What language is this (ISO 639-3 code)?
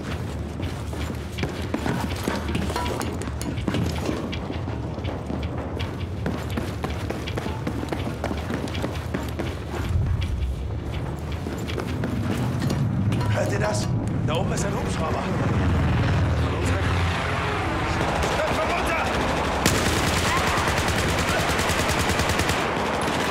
deu